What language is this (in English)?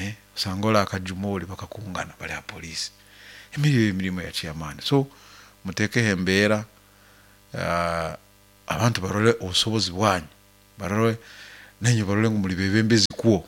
Nyoro